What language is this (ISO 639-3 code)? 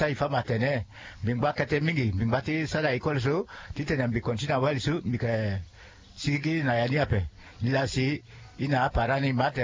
sag